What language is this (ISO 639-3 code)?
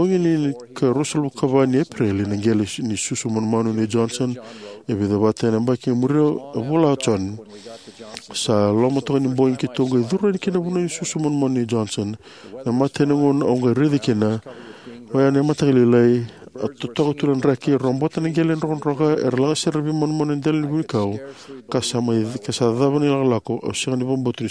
fij